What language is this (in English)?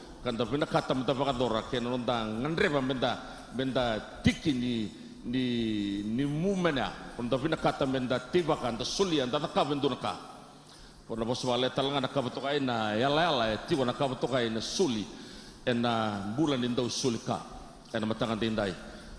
Fijian